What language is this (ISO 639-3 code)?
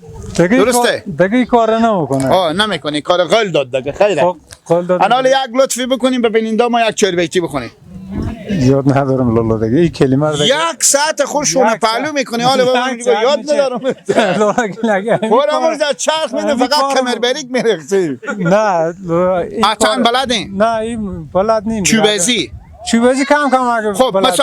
fas